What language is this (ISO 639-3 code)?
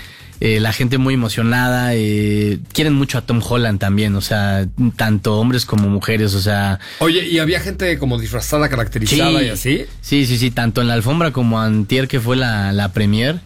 spa